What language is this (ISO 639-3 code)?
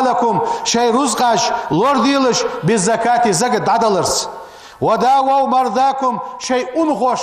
inh